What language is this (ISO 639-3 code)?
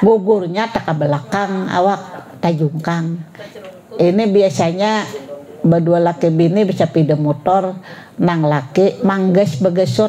bjn